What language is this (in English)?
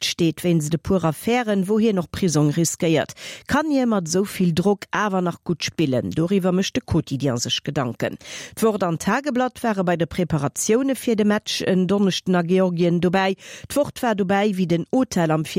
Luxembourgish